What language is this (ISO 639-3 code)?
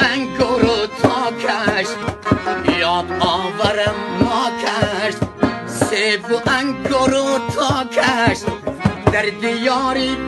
fas